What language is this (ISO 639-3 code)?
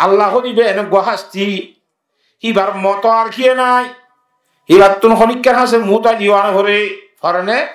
rhg